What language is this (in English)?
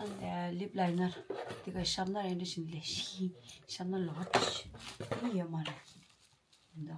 Tibetan